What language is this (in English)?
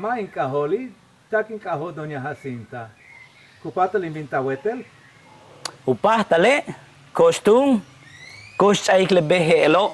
Yucateco